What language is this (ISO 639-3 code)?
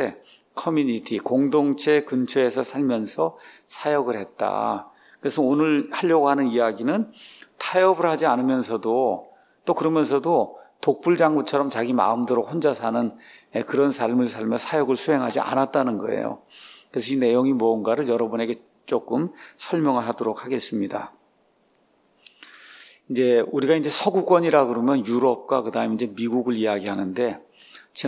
kor